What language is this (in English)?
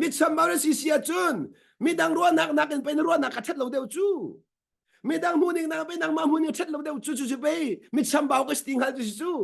Hakha Chin